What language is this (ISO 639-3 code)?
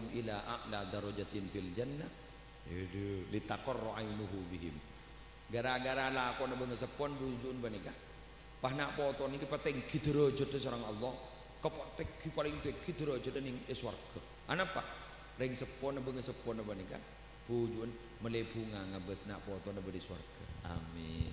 mad